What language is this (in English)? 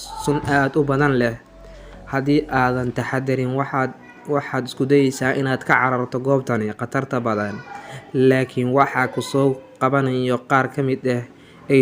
Somali